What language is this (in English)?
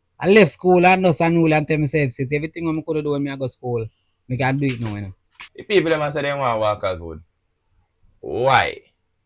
Jamaican Creole English